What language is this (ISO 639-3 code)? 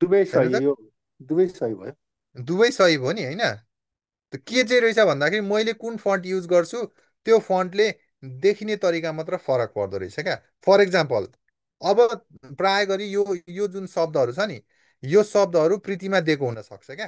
nep